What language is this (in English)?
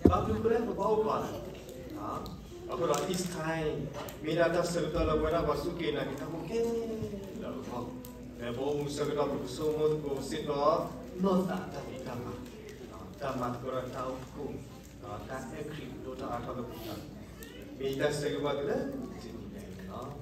S'gaw Karen